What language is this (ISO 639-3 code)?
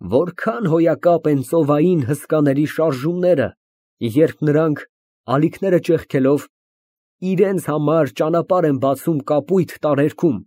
hye